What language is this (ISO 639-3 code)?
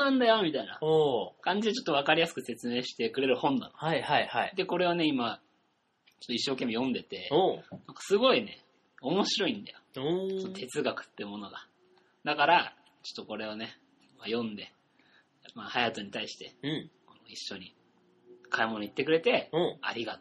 jpn